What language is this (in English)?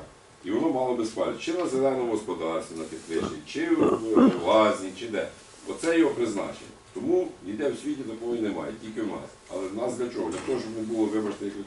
Ukrainian